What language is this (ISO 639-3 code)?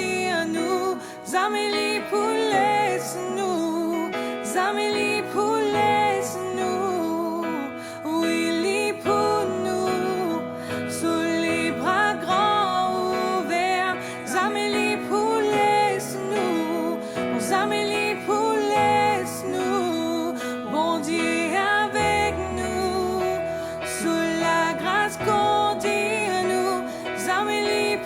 mfe